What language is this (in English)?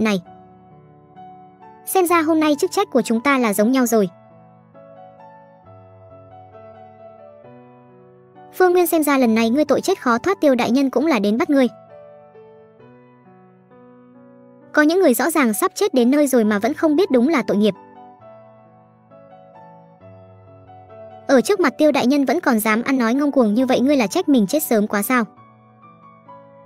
Vietnamese